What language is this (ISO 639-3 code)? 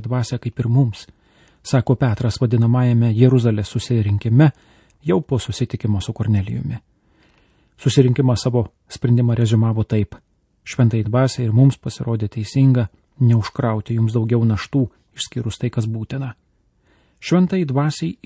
lit